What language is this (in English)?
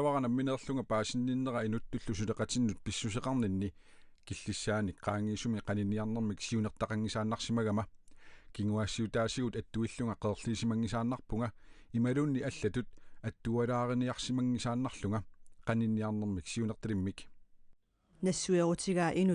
Kalaallisut